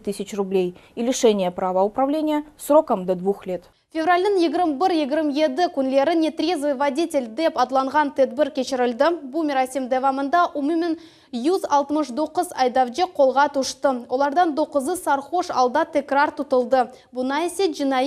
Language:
Crimean Tatar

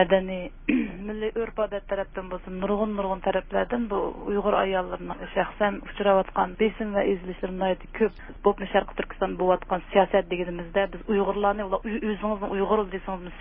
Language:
Uyghur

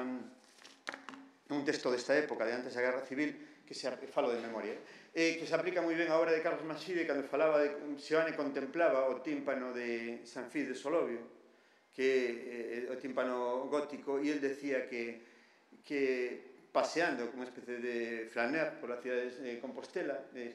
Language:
Galician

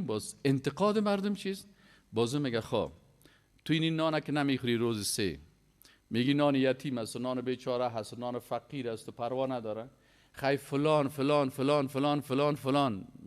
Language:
Persian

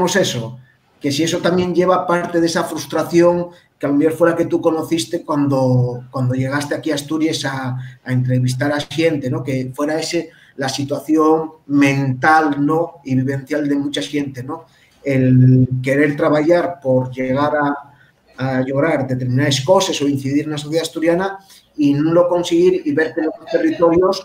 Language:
Asturian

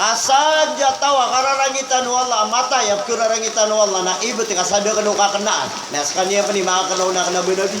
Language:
Maranao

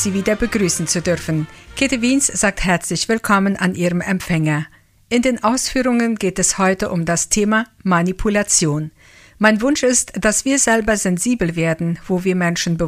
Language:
German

